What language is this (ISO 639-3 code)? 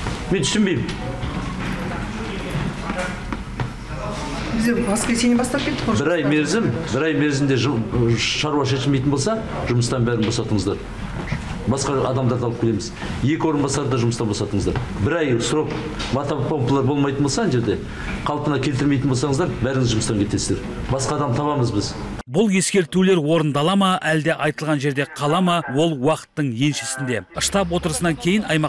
kaz